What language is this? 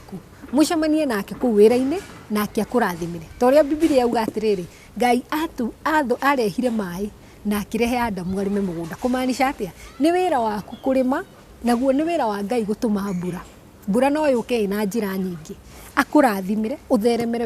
Kikuyu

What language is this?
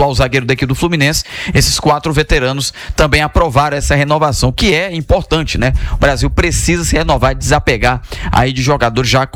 Portuguese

